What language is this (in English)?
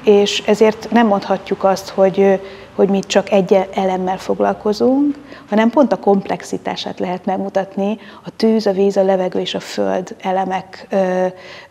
Hungarian